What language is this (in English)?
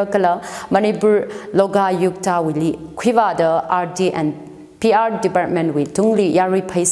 Tangkhul Naga (India)